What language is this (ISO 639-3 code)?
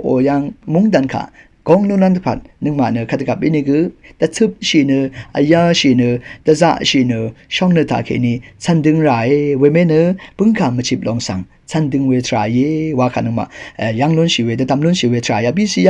raw